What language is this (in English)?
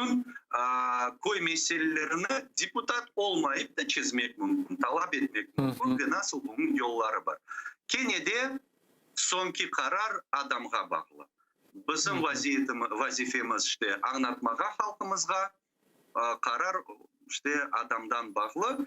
Crimean Tatar